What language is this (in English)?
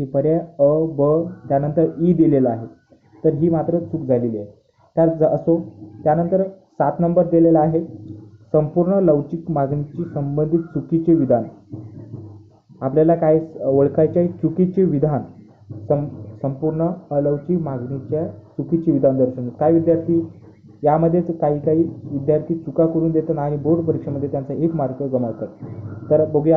Marathi